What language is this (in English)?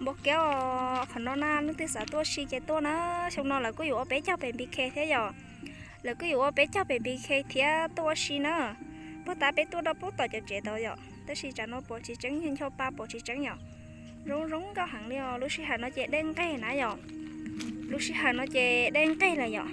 Hmong